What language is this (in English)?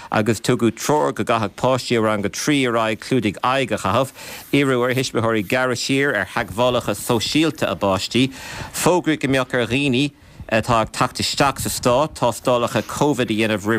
Irish